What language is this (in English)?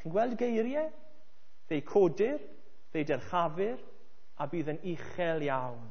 Welsh